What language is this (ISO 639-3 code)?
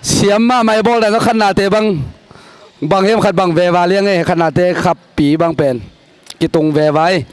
ctd